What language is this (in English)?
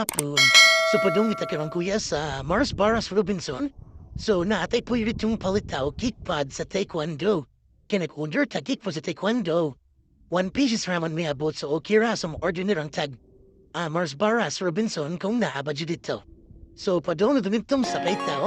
Cebuano